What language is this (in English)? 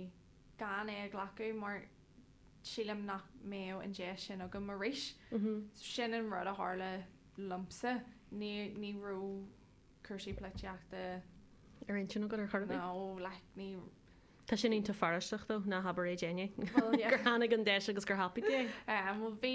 Irish